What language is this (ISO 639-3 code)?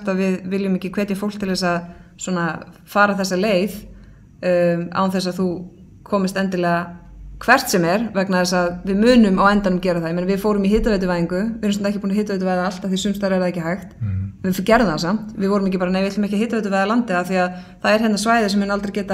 isl